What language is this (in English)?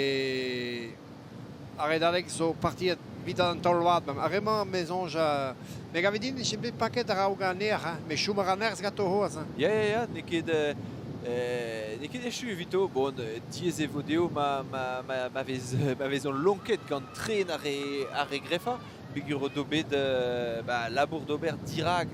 Breton